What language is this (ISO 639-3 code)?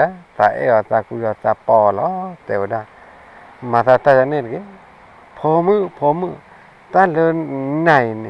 ksw